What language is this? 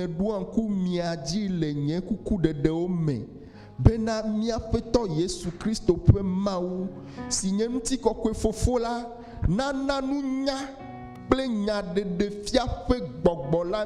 Ewe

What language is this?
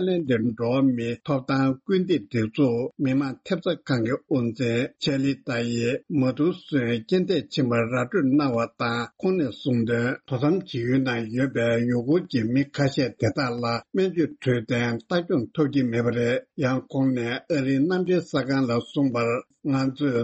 Tibetan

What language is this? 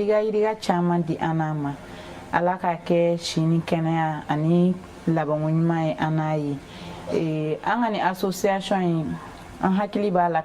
Bambara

